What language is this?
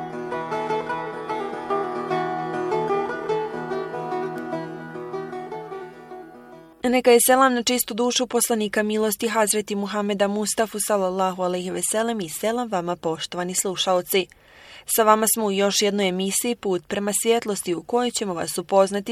Bosnian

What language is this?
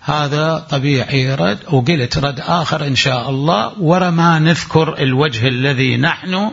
Mesopotamian Arabic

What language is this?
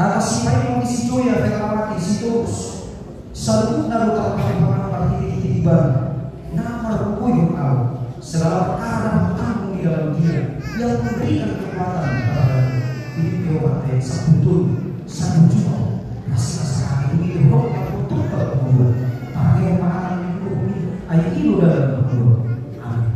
Batak Toba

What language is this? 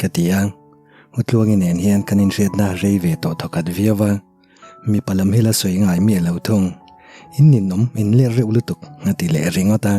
Mizo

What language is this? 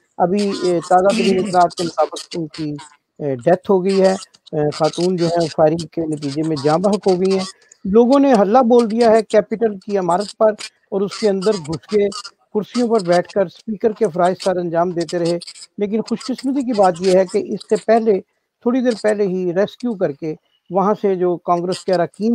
Urdu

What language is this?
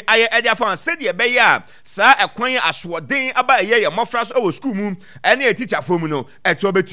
Akan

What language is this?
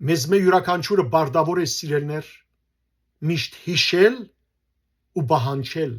Western Armenian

